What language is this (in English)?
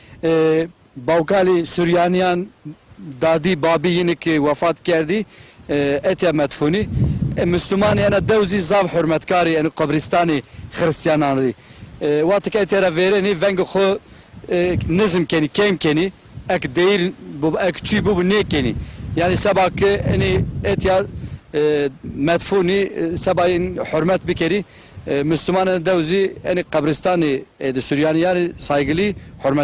Zaza